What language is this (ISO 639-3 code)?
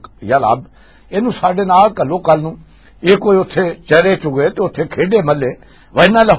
lah